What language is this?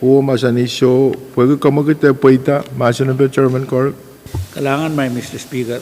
Pohnpeian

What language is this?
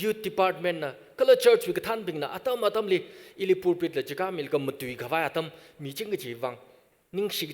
Tangkhul Naga (India)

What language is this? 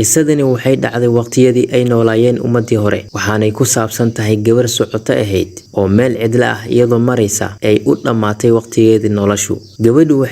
Somali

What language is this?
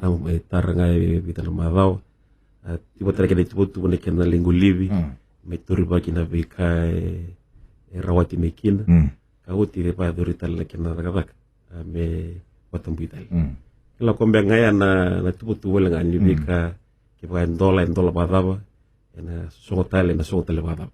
Fijian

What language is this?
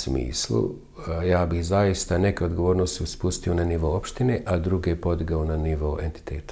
Bosnian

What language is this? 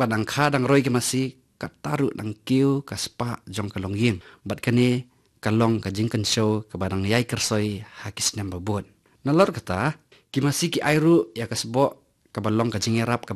Khasi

